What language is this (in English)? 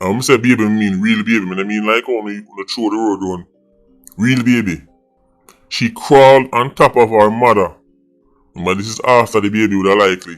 Jamaican Creole English